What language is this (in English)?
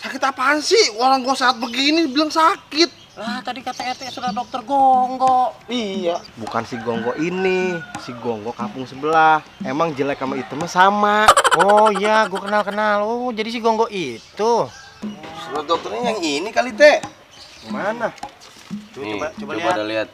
Betawi